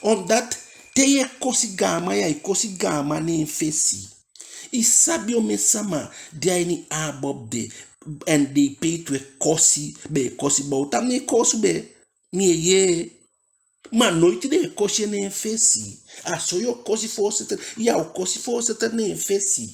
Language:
Eastern Maroon Creole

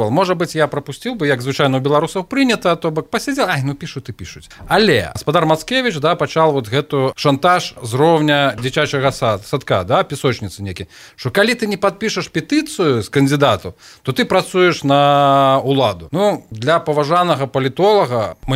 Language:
Belarusian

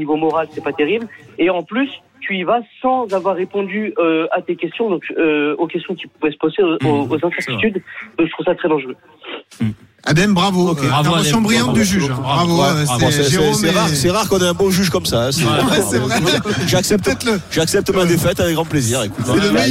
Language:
French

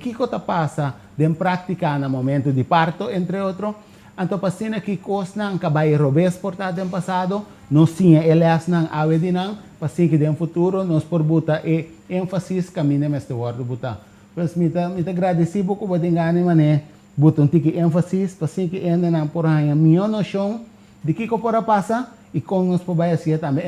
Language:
Papiamento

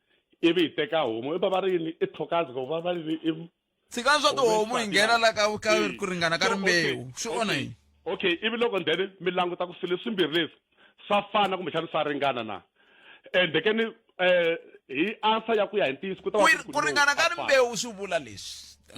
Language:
Tsonga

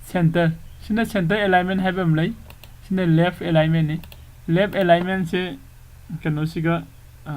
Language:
Manipuri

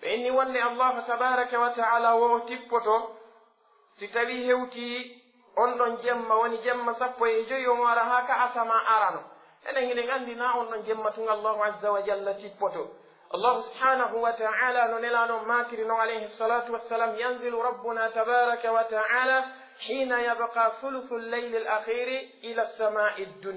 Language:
Pular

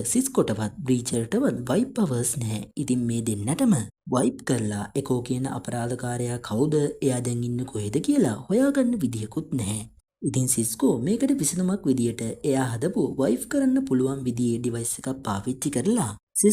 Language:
Sinhala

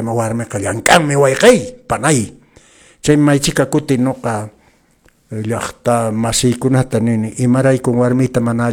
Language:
Quechua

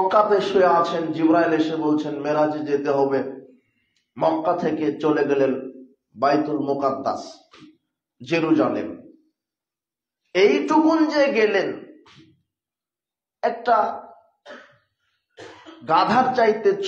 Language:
Bangla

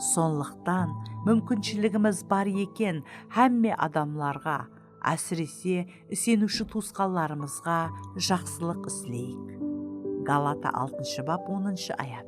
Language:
Kara-Kalpak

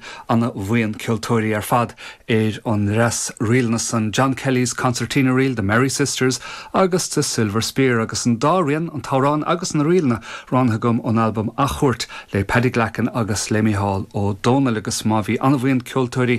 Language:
Irish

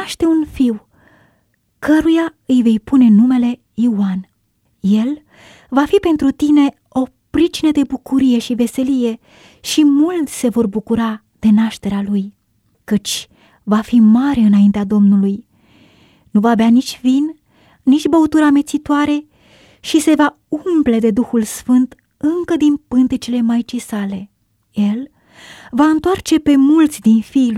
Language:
Romanian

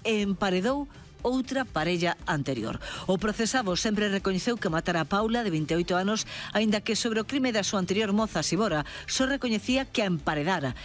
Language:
Galician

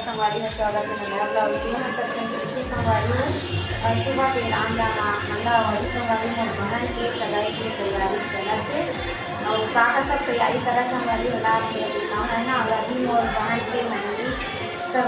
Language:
Chhattisgarhi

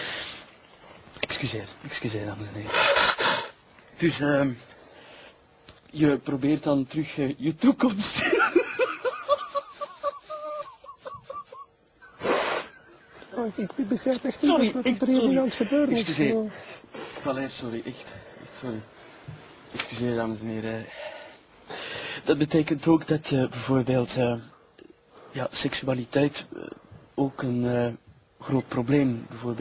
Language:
Dutch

